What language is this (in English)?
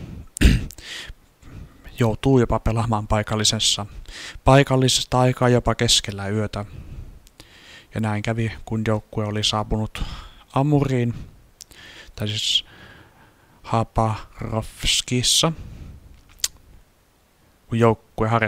Finnish